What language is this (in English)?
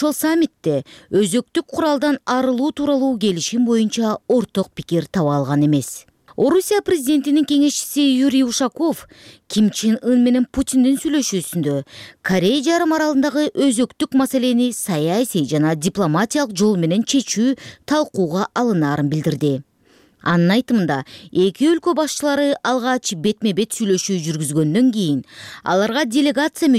Kyrgyz